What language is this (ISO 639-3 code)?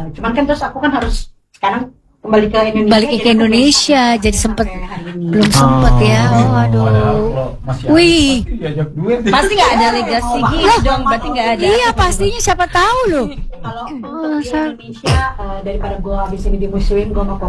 ind